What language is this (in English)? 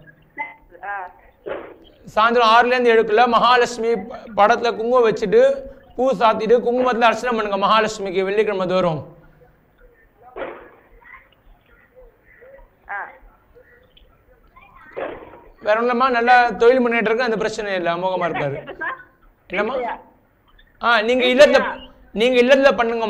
Tamil